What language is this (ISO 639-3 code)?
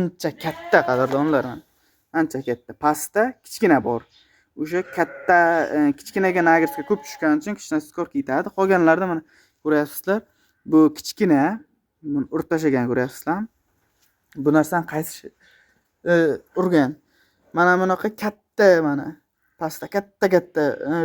uzb